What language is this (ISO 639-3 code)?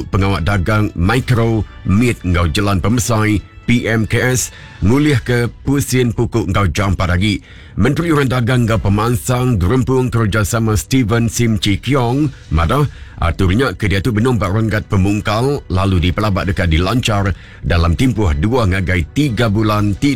iba